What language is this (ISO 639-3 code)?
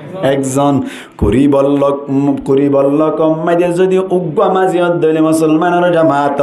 rhg